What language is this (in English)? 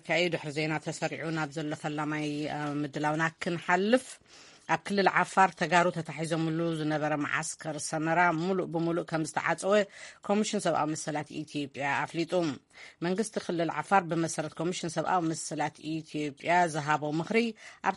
Tigrinya